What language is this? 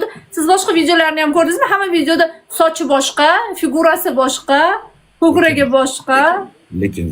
Uzbek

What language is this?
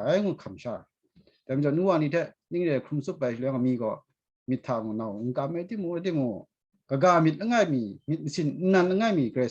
Kachin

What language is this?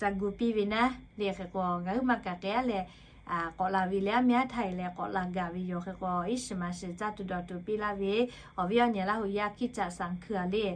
Lahu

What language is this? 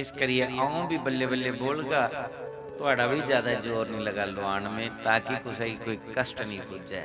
Dogri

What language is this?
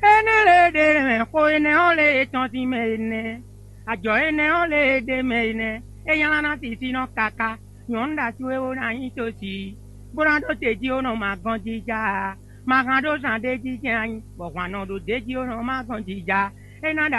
Fon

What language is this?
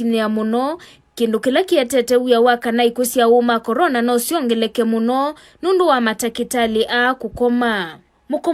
Kamba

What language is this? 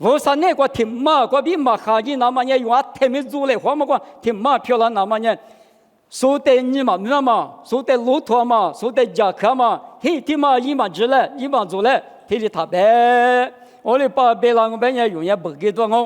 Lisu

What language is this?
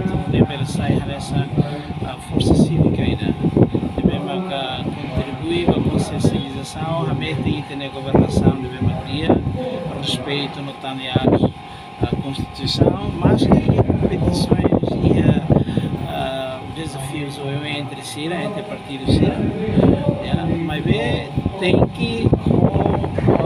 Tetum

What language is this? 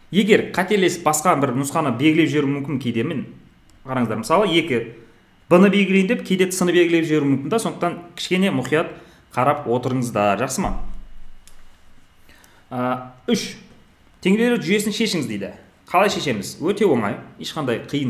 Kazakh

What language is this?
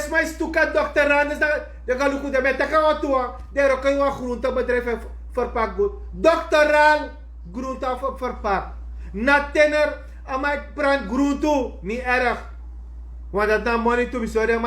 Sranan Tongo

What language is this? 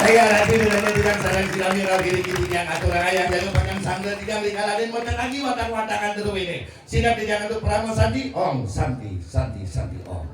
Balinese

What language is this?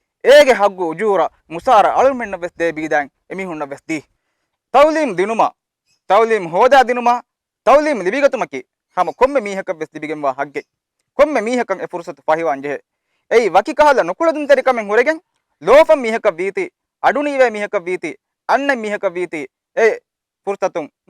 Divehi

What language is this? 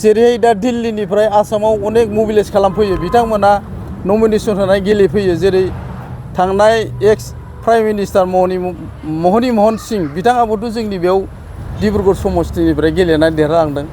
Bodo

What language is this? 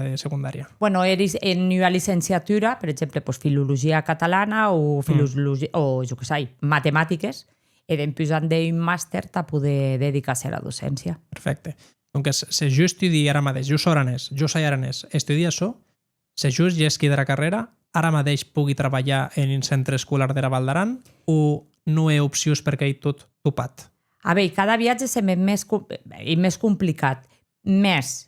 Occitan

